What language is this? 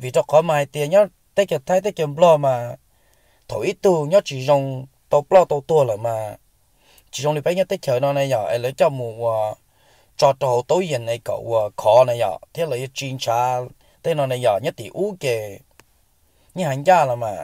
Hmong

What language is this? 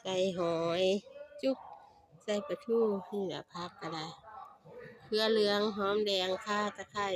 Northeastern Thai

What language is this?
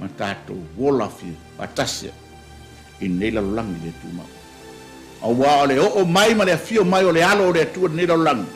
Samoan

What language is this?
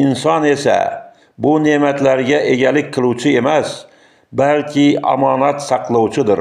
Uzbek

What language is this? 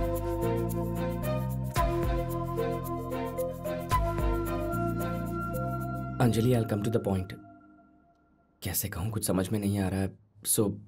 Hindi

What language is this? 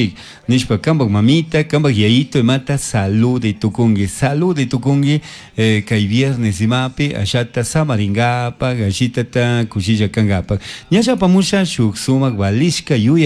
Chimborazo Highland Quichua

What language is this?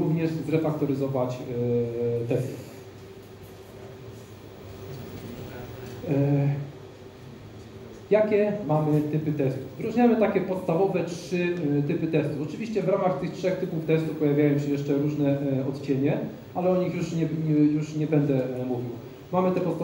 Polish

